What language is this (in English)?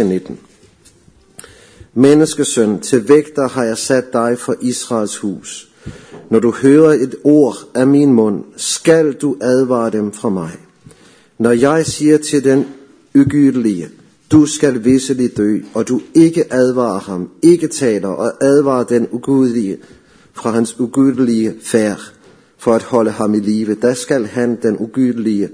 Danish